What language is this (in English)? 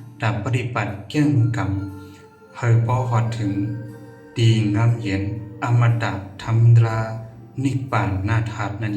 Shan